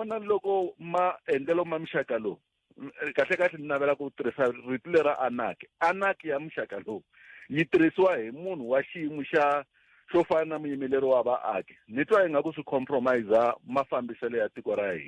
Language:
Tsonga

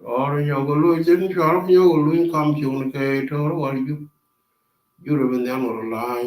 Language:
Nuer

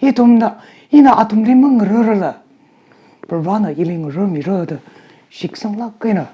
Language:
Tangkhul Naga (India)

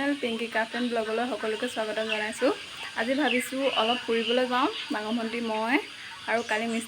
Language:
Assamese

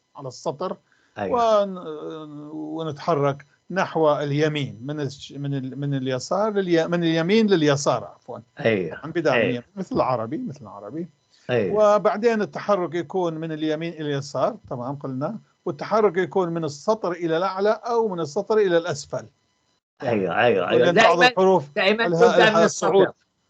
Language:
North Levantine Arabic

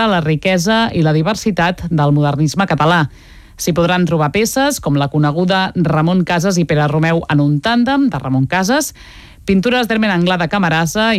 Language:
Catalan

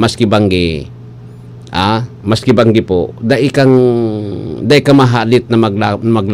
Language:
Bikol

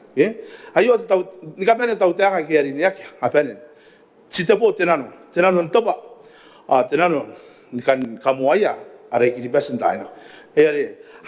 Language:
Gilbertese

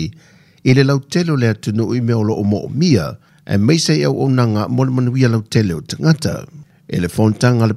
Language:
Samoan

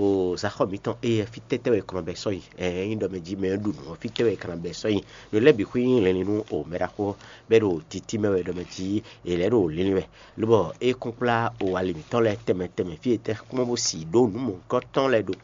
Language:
Fon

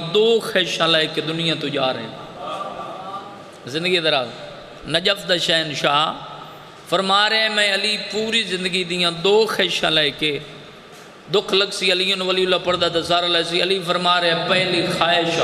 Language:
Saraiki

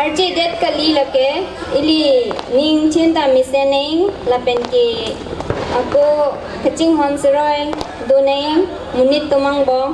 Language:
Karbi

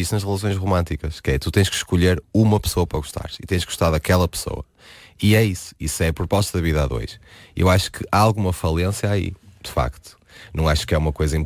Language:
Portuguese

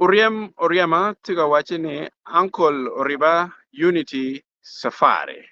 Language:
Acoli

